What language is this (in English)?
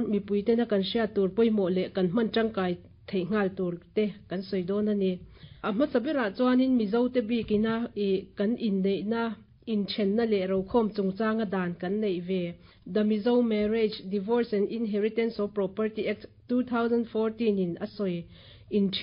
Mizo